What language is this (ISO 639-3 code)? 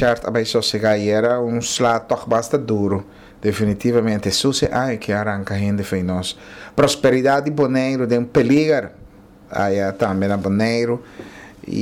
pap